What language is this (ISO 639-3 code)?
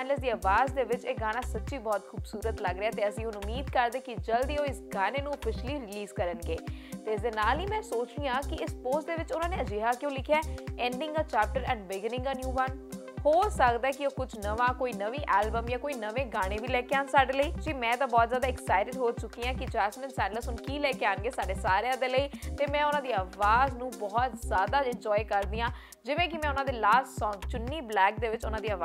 pan